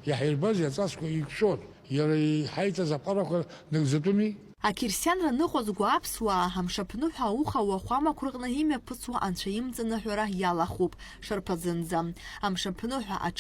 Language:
Abkhazian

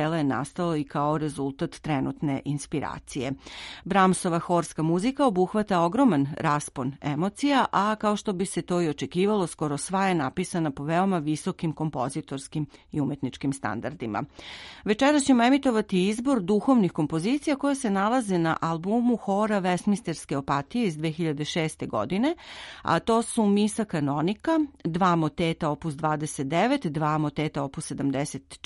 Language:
Serbian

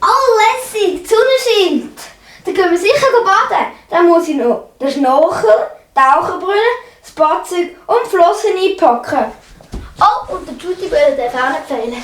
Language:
Swiss German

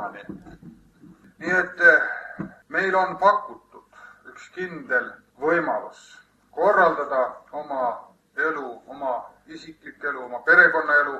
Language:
Estonian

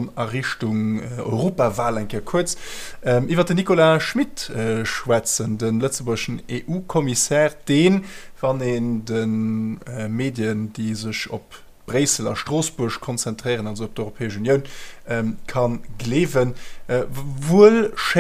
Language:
Luxembourgish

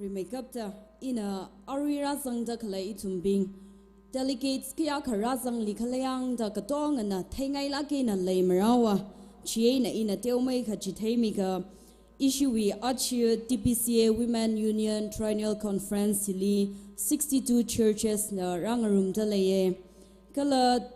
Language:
Tangkhul Naga (India)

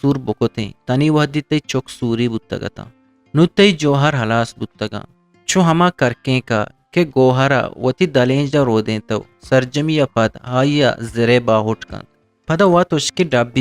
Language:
Eastern Balochi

